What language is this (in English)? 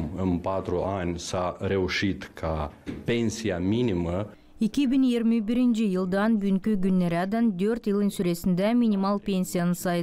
Gagauz